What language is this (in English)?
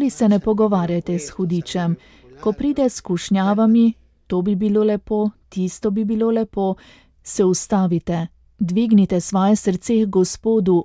Slovenian